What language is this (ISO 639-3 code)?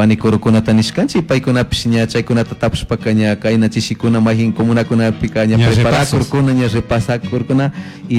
qug